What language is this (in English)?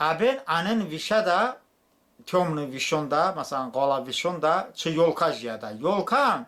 Talysh